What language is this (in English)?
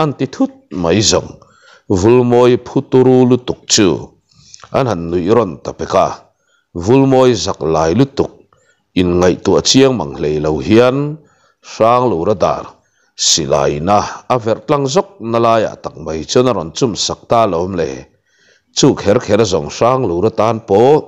Mizo